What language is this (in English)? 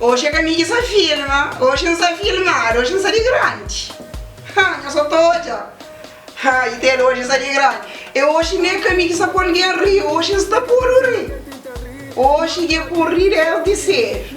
Kabuverdianu